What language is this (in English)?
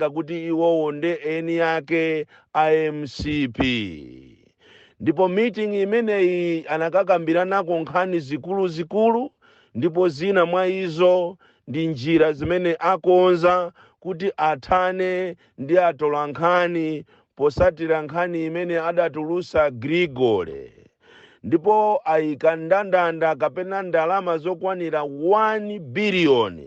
Nyanja